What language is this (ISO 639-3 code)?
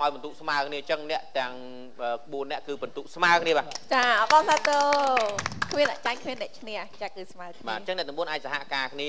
khm